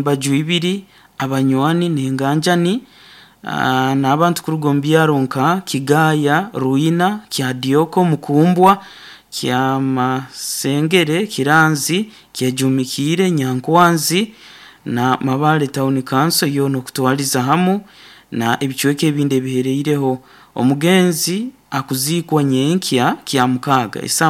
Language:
Nyoro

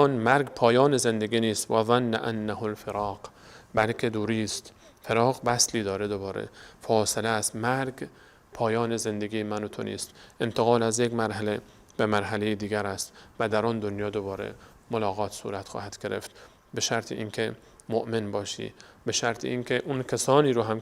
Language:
Persian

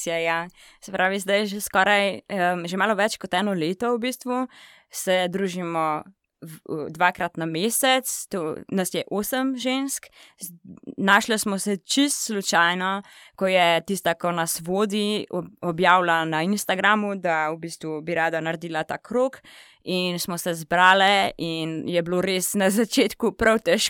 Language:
Slovenian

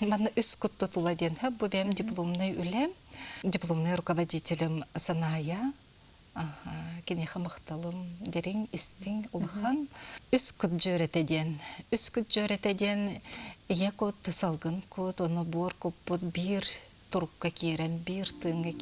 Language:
Yakut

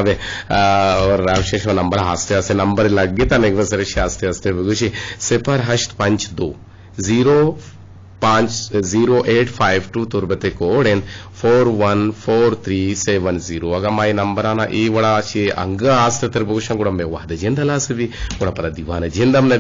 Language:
Eastern Balochi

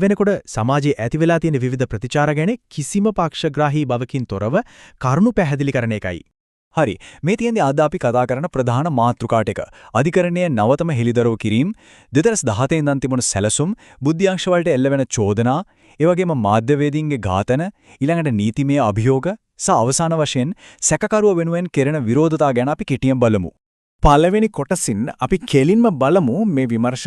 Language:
Sinhala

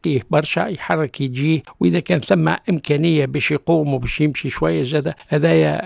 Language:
Tunisian Arabic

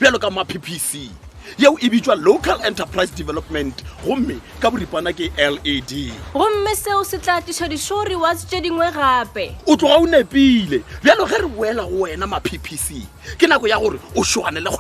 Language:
Northern Sotho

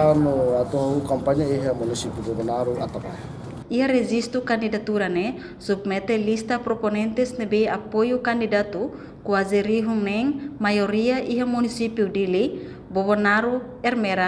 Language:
Tetum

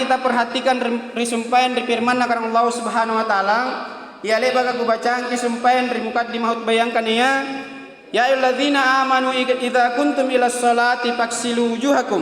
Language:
Makasar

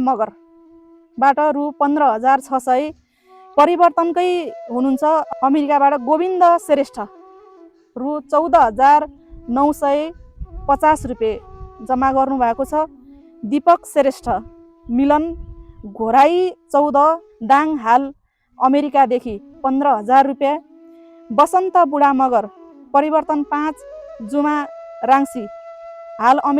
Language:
Nepali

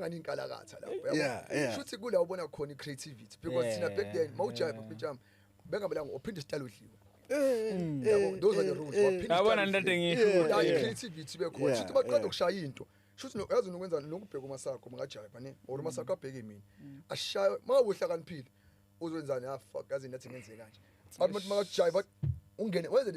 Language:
Zulu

